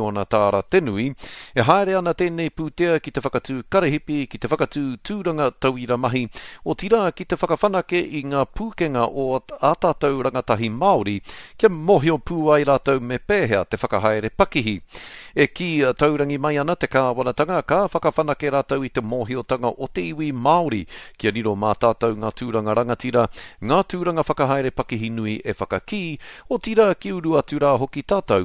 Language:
Māori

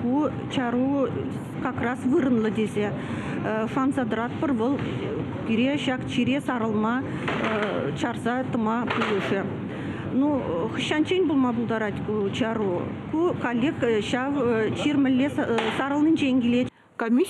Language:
Chuvash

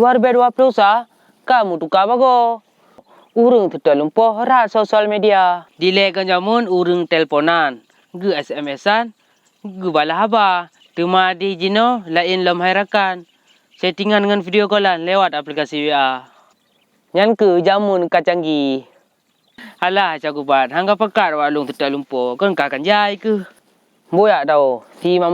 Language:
Achinese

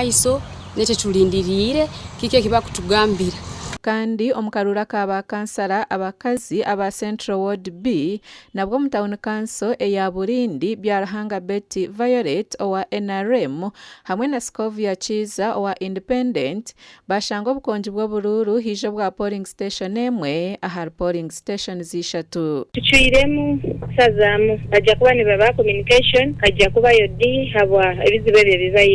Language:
Nyankole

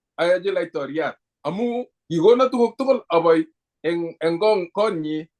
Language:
Kalenjin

